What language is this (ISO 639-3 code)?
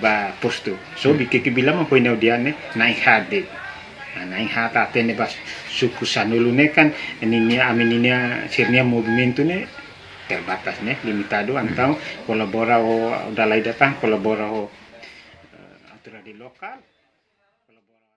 tet